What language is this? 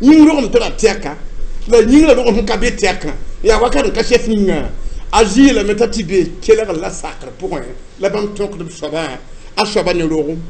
Mossi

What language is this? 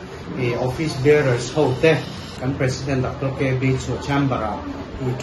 Mizo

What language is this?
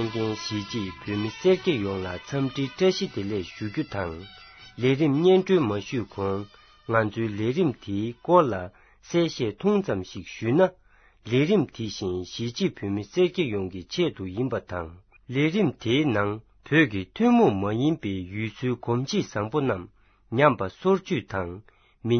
Tibetan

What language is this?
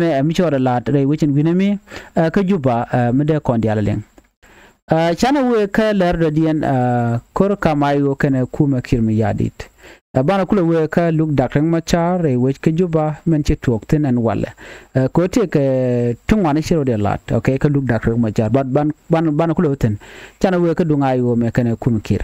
Nuer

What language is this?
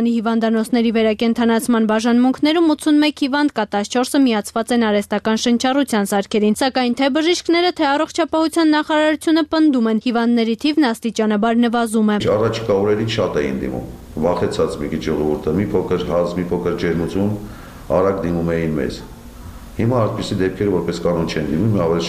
Armenian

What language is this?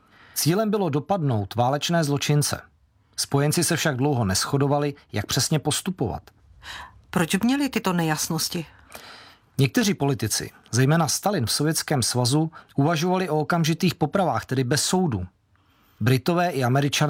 Czech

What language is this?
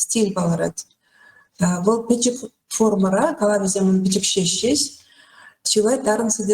Chuvash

